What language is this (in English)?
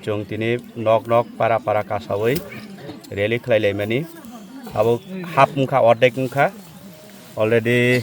Kok Borok